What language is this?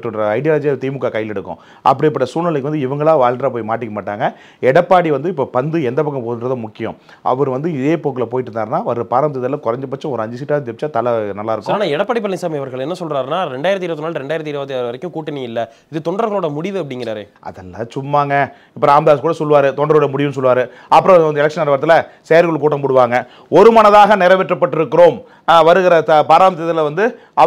Tamil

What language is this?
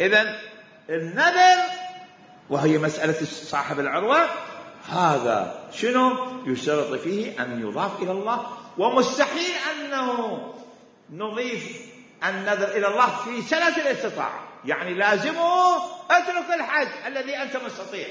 Mesopotamian Arabic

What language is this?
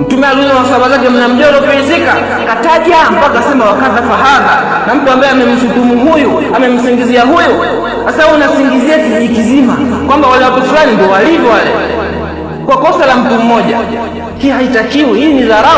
Swahili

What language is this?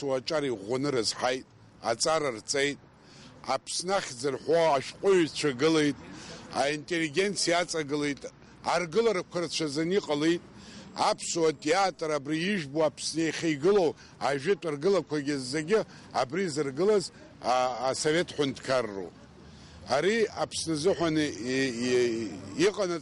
Abkhazian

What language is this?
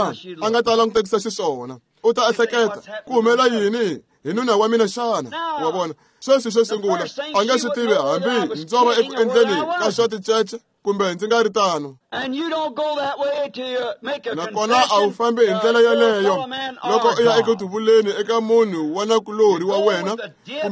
Tsonga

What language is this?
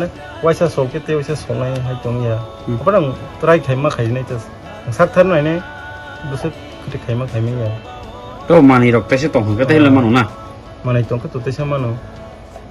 Kok Borok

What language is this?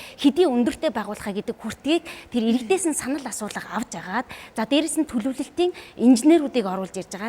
Mongolian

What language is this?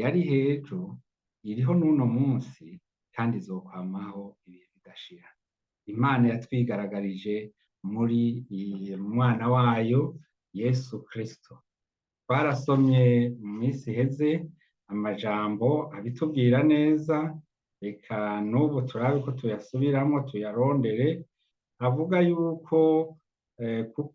Rundi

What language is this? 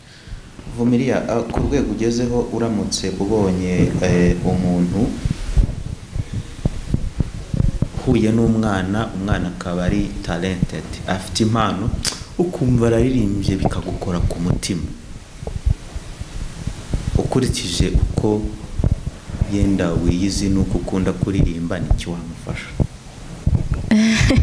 Kinyarwanda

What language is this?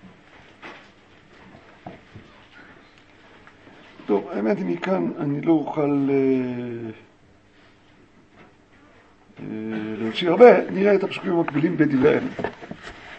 Hebrew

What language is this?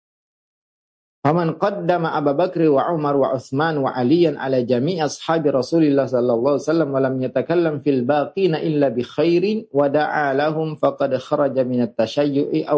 Indonesian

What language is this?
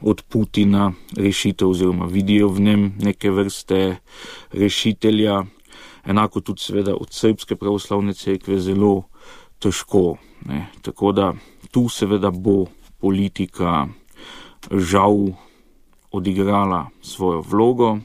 Slovenian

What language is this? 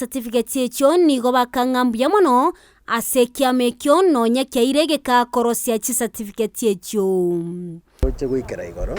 Gusii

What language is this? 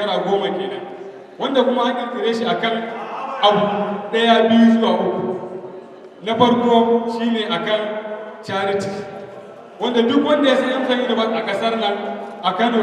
Hausa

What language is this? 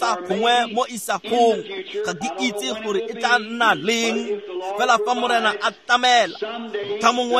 Tswana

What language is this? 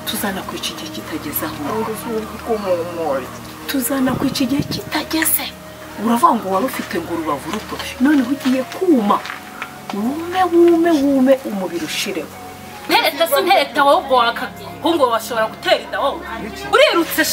Kinyarwanda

